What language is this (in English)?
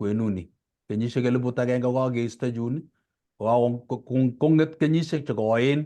Kalenjin